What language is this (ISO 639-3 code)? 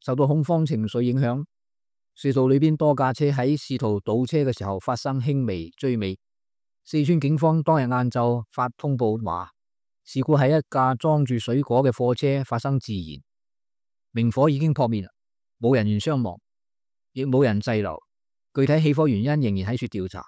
yue